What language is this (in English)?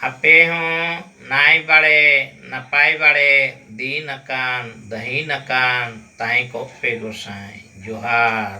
Santali